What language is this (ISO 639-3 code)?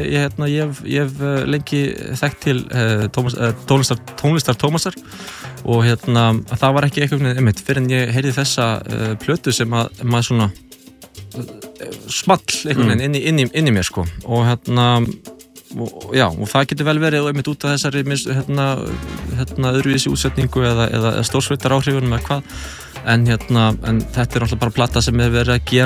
isl